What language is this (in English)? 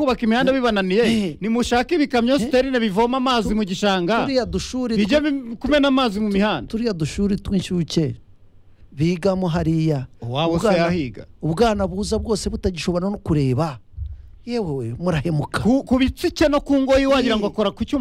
Kinyarwanda